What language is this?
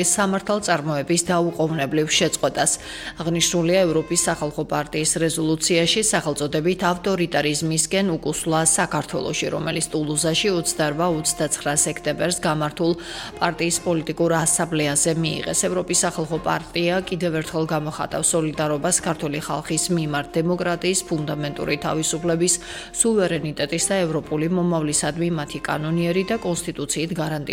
Georgian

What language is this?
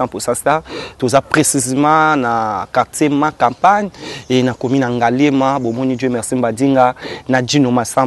Lingala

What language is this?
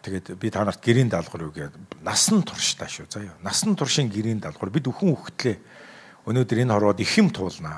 Mongolian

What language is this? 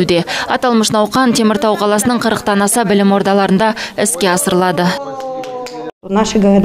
Kazakh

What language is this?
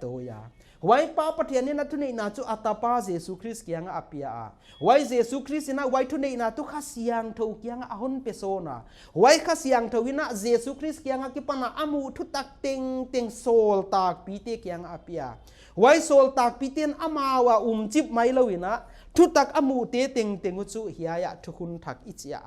Paite Chin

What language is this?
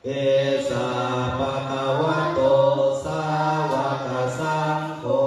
Pali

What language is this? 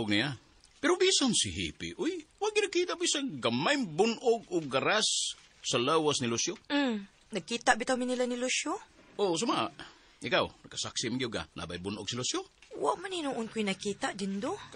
Cebuano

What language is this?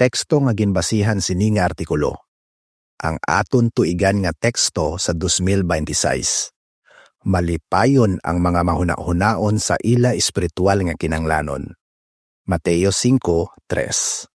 Hiligaynon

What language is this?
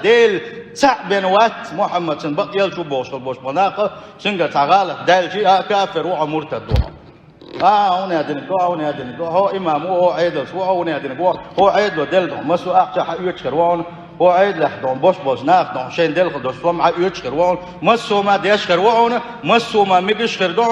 Chechen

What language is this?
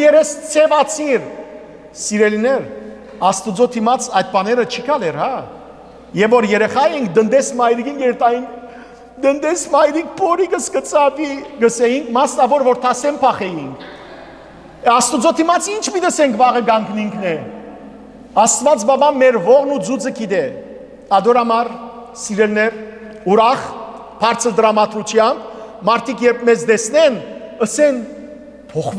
Western Armenian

